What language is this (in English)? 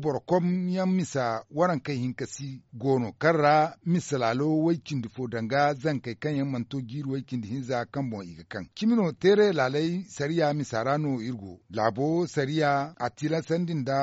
Zarma